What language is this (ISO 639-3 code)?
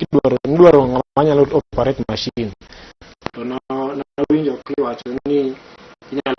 luo